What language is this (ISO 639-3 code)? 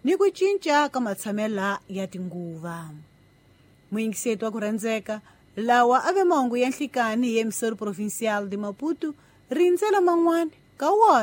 tso